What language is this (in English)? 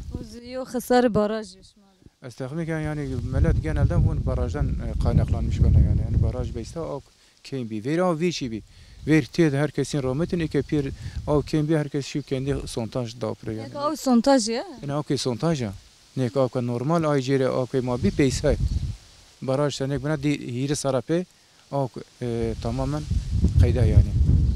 Zaza